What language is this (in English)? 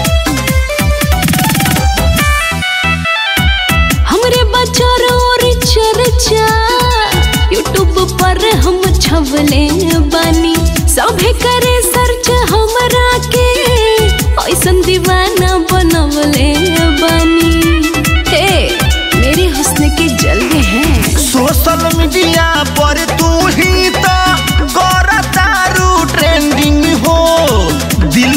Bhojpuri